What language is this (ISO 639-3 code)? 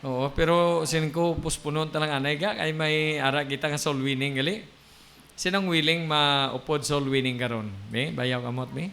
hil